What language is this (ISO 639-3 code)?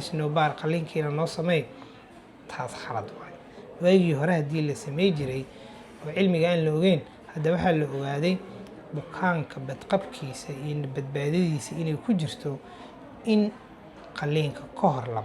som